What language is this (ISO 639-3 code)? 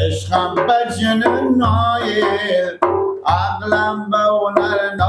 fas